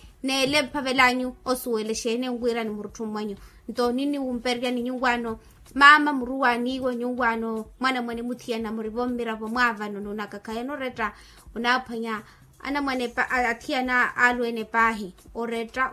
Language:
Makhuwa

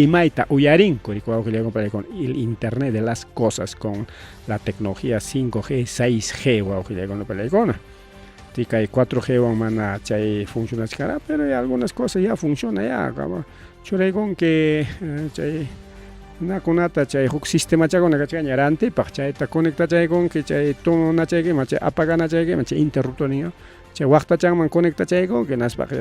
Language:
Ayacucho Quechua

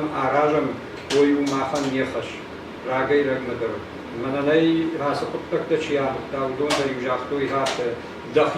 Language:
Ossetic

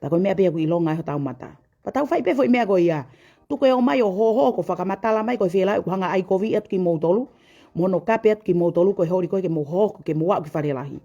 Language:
Tongan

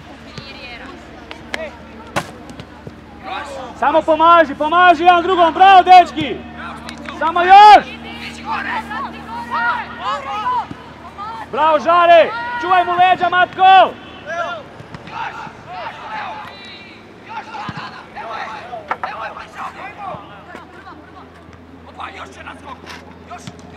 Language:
Croatian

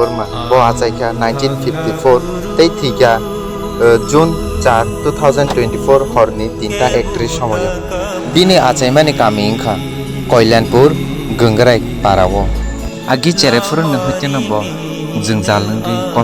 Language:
Kok Borok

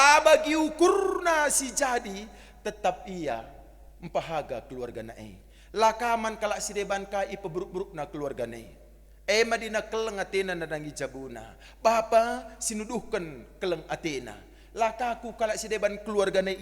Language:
Batak Karo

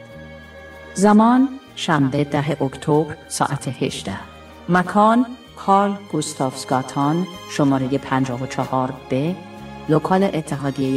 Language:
Persian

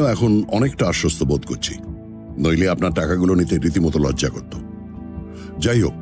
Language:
Bangla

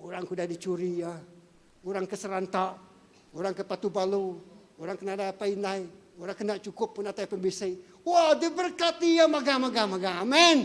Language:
Iban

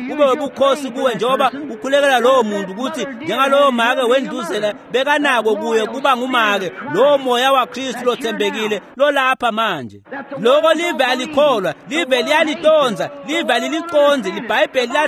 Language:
Swati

